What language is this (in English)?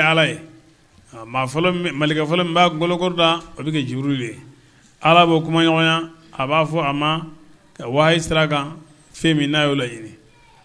Bambara